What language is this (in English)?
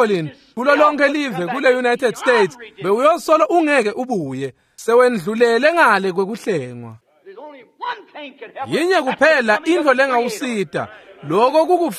Swati